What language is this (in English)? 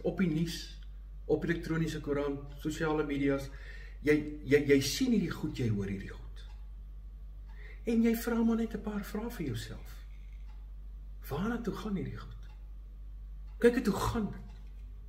Afrikaans